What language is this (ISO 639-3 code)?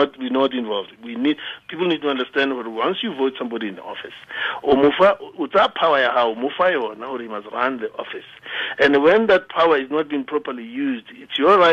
tsn